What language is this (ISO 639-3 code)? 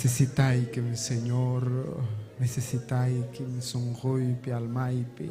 quy